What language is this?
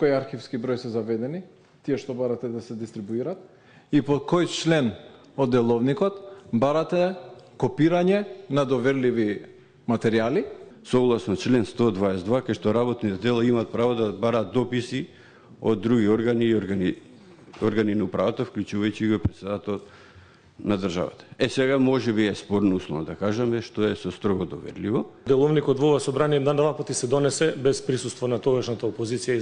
Macedonian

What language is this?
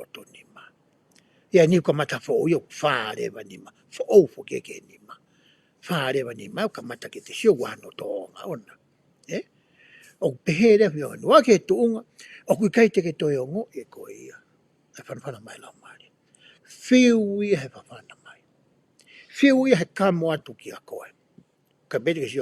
Tongan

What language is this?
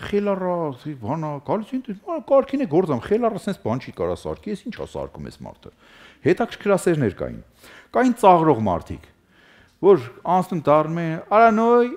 Armenian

